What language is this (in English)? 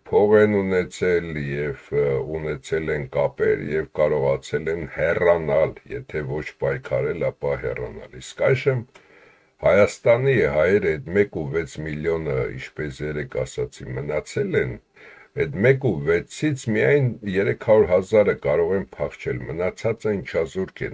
Armenian